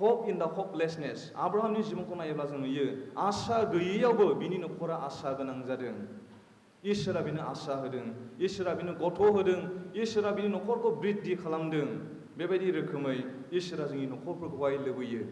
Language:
Bodo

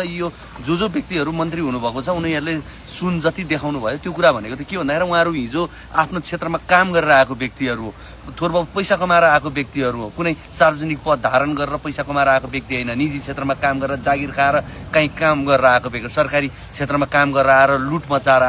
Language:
Nepali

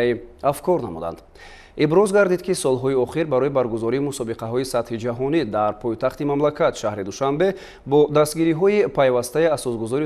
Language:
Tajik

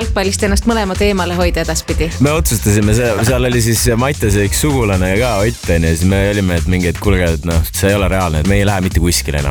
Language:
Estonian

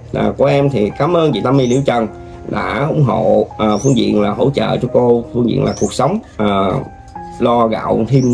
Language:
Vietnamese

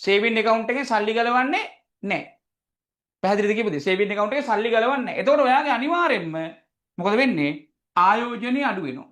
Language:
Sinhala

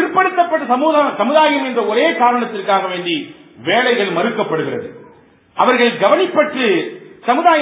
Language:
Tamil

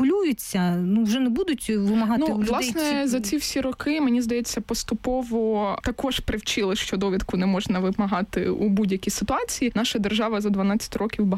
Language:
Ukrainian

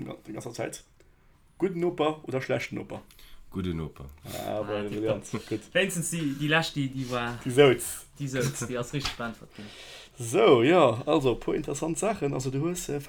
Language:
Luxembourgish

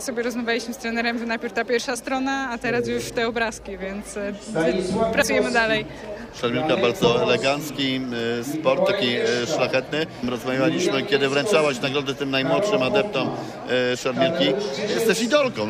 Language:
Polish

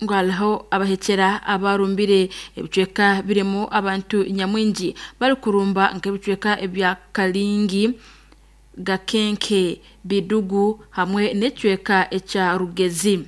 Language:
Nyankole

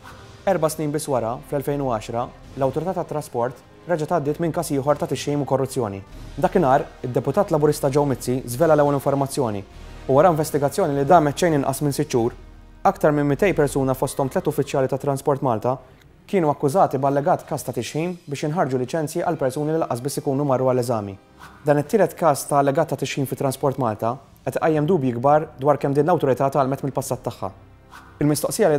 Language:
Maltese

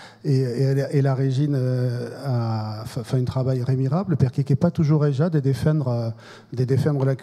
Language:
Occitan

